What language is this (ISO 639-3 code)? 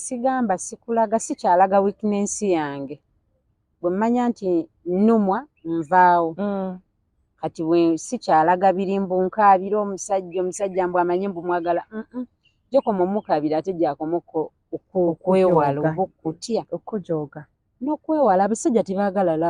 lug